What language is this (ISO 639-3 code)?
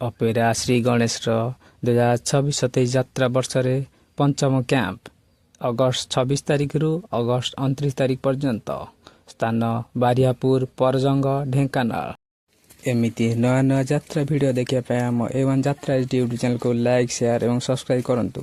ori